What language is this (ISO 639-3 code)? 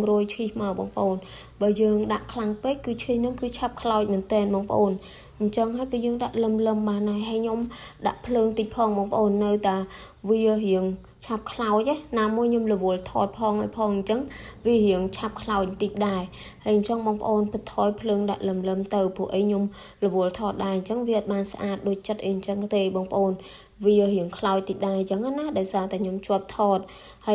khm